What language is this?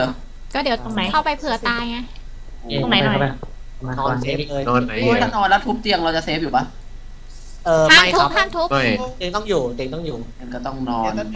Thai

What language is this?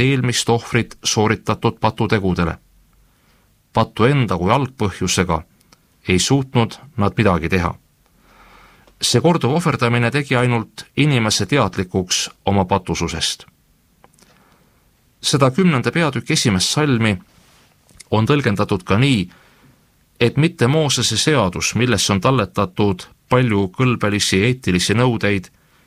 Estonian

